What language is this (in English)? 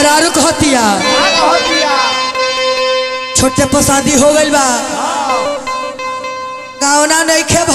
Bhojpuri